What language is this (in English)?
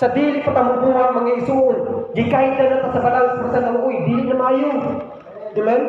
Cebuano